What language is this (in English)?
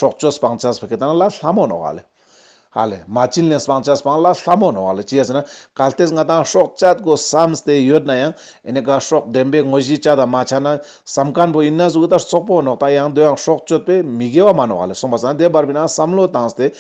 Ladakhi